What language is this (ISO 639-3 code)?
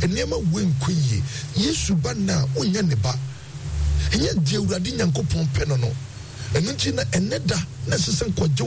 aka